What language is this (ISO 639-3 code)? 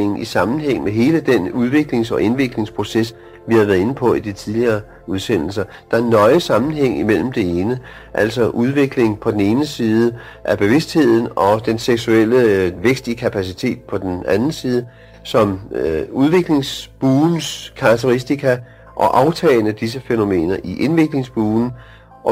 dan